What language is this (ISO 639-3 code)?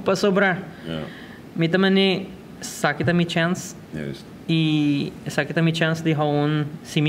pap